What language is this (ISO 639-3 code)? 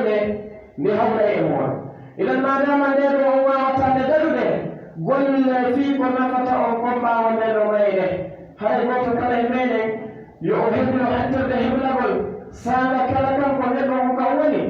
fuf